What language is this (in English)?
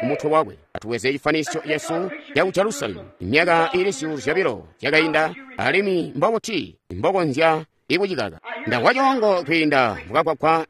Tonga (Zambia)